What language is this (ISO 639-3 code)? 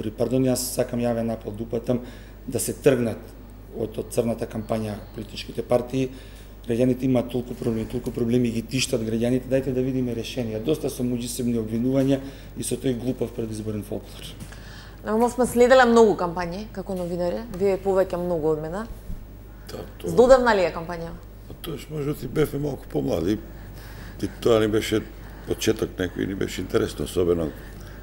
mkd